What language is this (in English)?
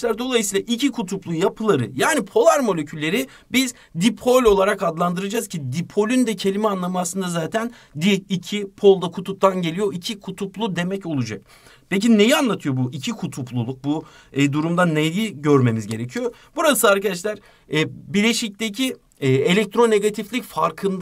Turkish